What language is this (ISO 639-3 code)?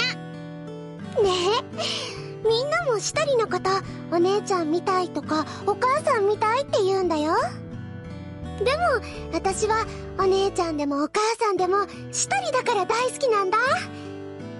jpn